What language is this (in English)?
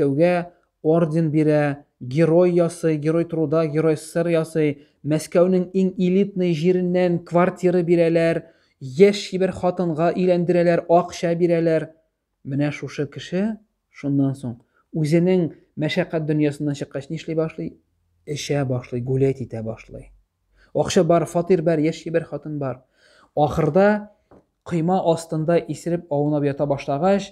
Tatar